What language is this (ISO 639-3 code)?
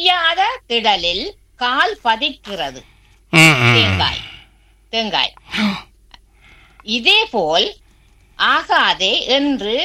tam